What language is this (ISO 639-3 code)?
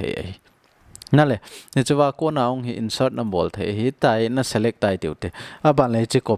tcz